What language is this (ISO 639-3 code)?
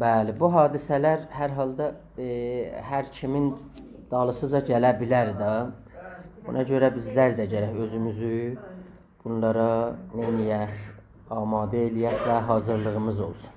azb